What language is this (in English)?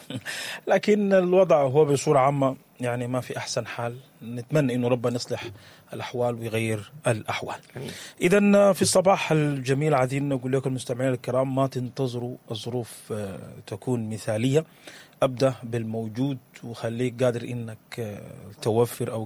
Sudanese Arabic